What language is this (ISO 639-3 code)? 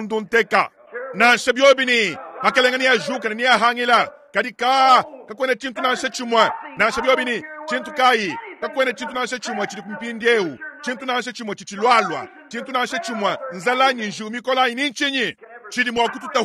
lua